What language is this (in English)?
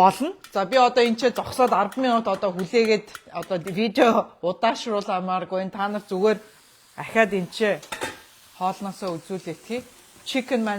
Mongolian